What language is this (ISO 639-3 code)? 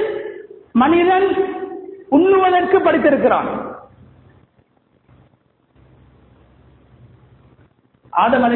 tam